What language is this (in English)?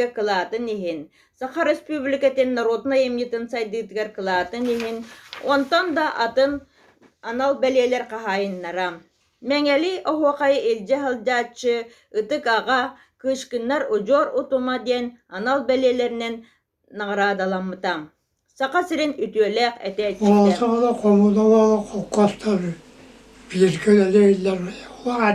Yakut